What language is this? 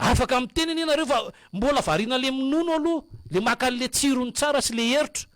Malagasy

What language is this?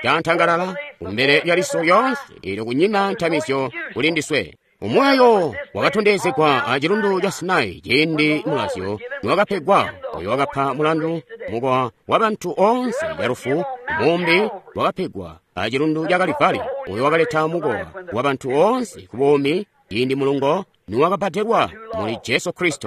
Tonga (Zambia)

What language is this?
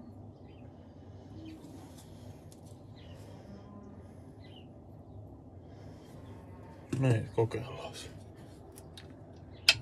Finnish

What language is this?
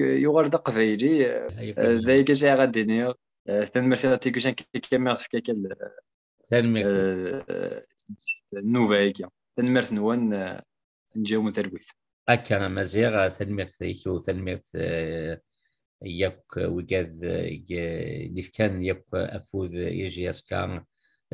Kabyle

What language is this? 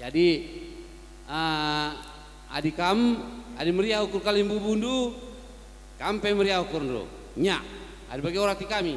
Batak Karo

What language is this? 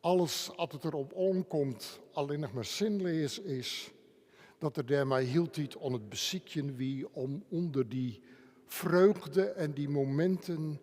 Western Frisian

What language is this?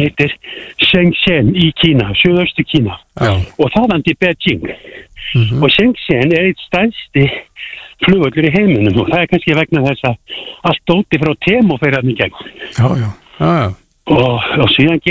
Icelandic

